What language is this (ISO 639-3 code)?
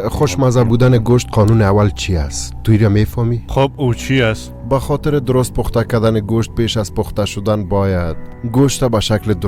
fas